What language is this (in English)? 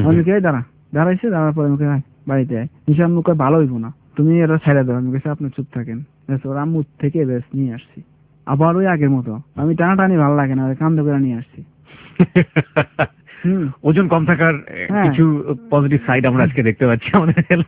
Bangla